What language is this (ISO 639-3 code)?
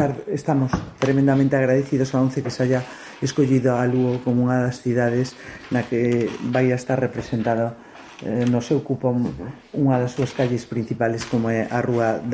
glg